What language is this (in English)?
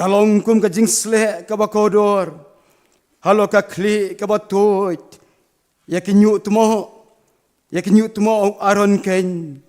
Khasi